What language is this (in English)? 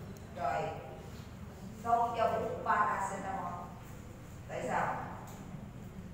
Vietnamese